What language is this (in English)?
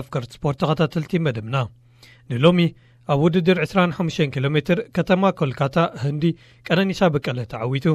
Tigrinya